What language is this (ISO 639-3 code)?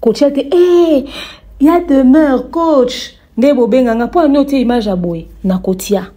lin